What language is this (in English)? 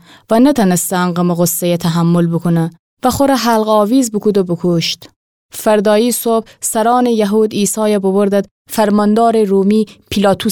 Gilaki